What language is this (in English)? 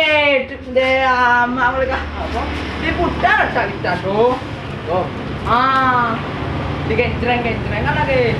Minangkabau